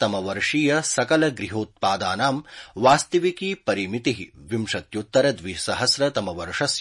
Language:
Sanskrit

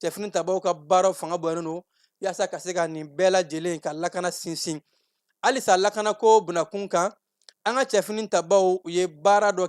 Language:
Bambara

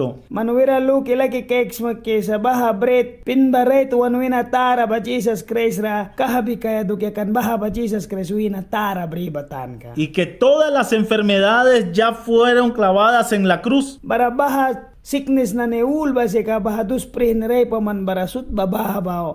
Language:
Mískito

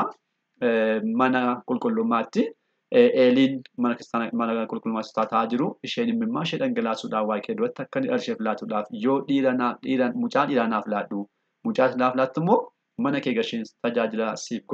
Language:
Oromo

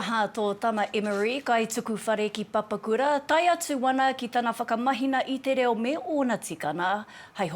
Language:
Māori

